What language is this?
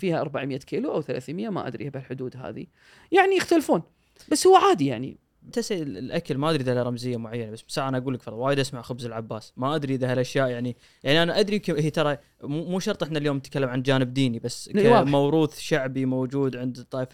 Gulf Arabic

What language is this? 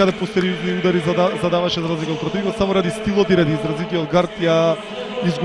Macedonian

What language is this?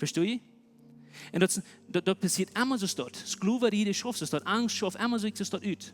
Plautdietsch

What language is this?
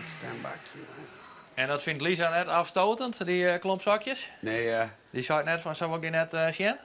Western Frisian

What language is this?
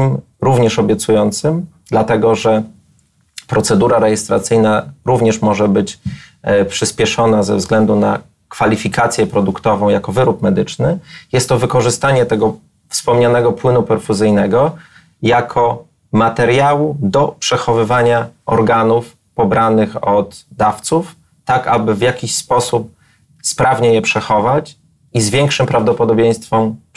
Polish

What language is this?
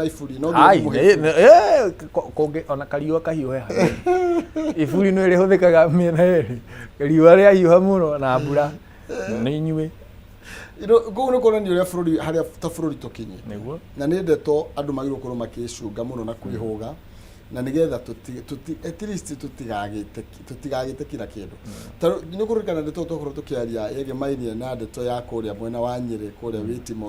Kikuyu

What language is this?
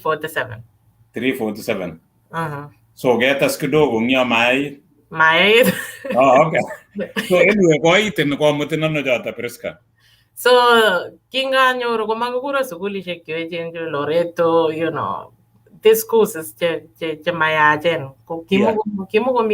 Kalenjin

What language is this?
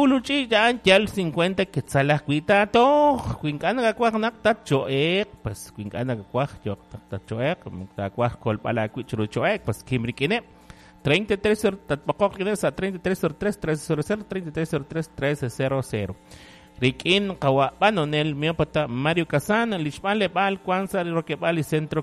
Kekchí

